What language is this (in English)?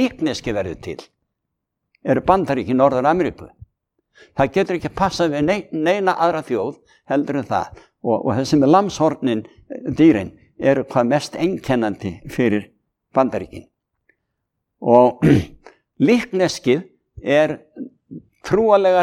Icelandic